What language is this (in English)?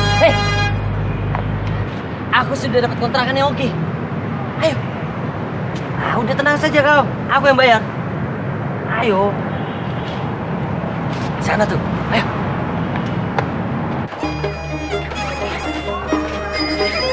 Indonesian